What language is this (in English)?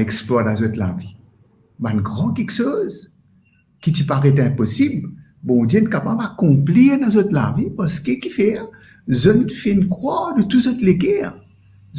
Morisyen